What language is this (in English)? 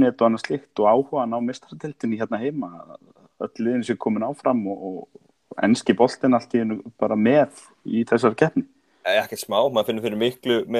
Icelandic